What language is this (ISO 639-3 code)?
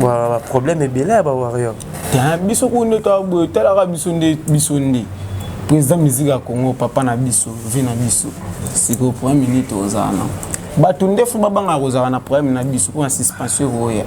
lin